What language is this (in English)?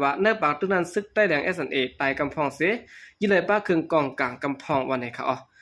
Shan